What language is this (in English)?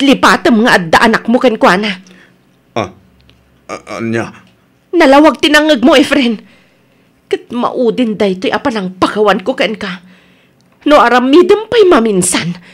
Iloko